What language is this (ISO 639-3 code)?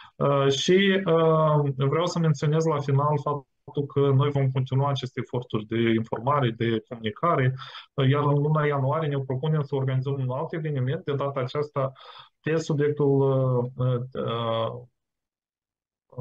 ron